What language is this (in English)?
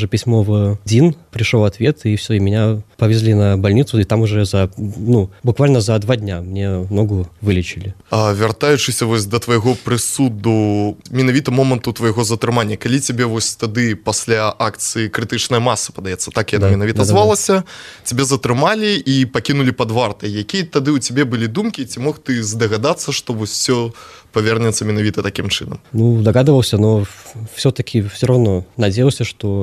Belarusian